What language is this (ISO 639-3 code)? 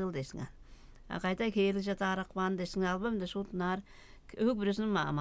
tyv